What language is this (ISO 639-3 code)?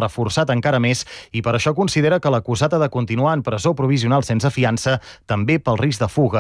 cat